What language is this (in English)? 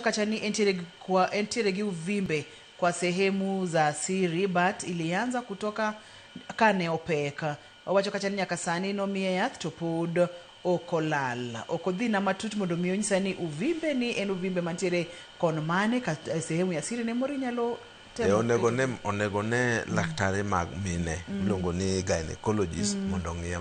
Luo (Kenya and Tanzania)